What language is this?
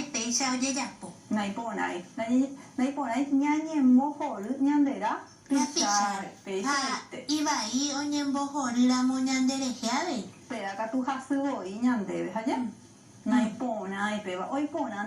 Guarani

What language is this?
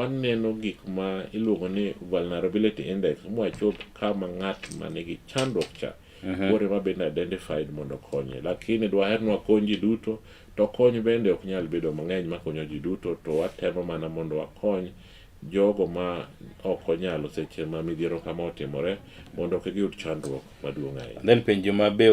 Luo (Kenya and Tanzania)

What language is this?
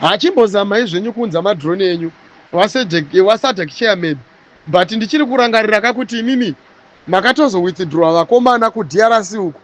Shona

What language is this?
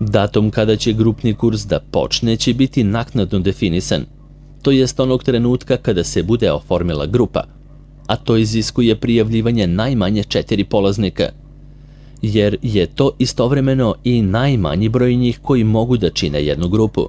Serbian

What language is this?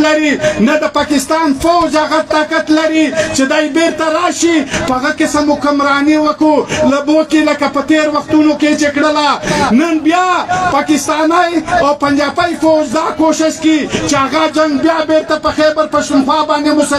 Pashto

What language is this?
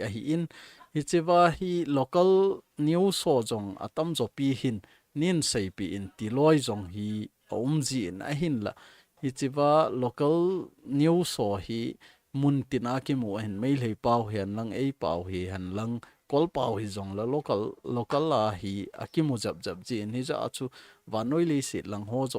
Thado Chin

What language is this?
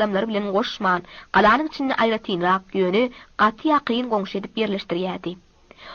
Turkmen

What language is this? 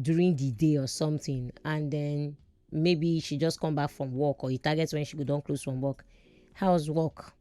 Nigerian Pidgin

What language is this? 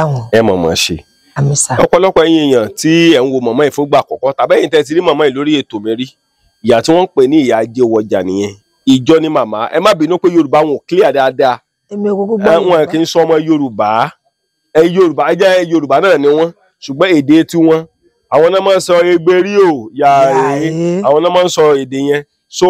Yoruba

